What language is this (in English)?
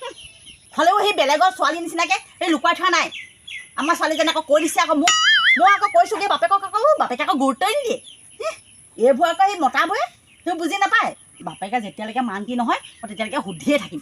Assamese